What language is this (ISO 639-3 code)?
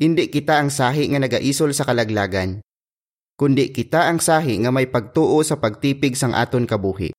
hil